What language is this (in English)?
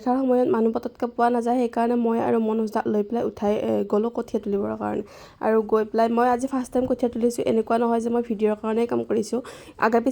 Assamese